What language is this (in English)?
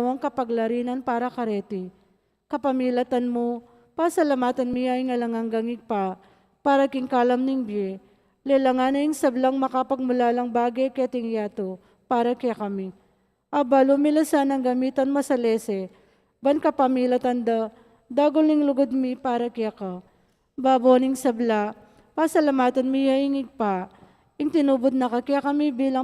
Pampanga